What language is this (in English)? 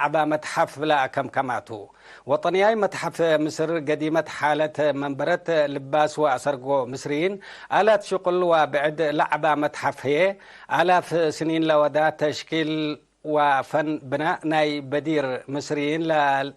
Tigre